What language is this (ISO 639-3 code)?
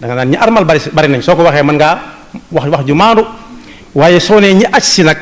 wol